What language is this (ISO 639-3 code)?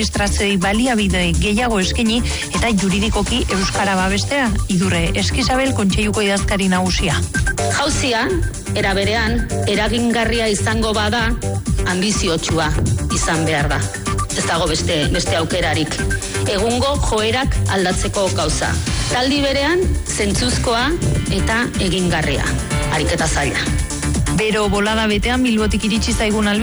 eus